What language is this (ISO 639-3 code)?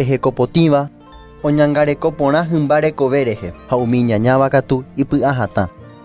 grn